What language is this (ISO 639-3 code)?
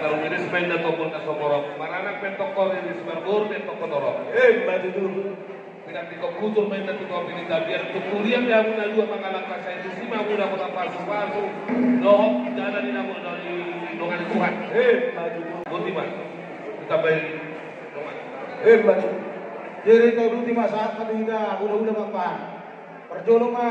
bbc